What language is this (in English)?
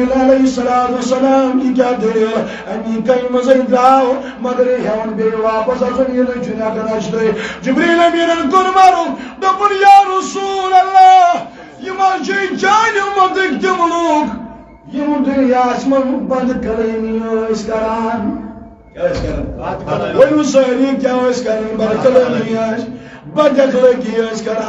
Kashmiri